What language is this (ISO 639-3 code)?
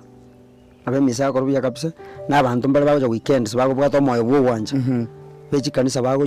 guz